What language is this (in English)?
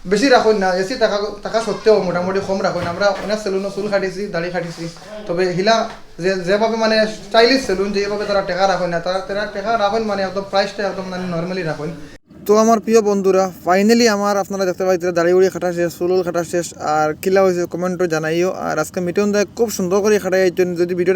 Sylheti